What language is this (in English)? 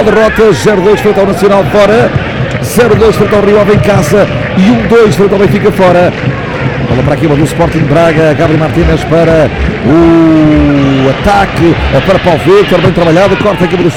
Portuguese